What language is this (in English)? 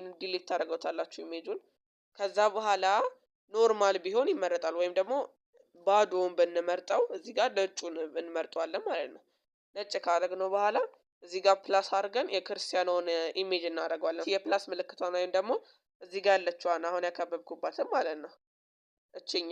Amharic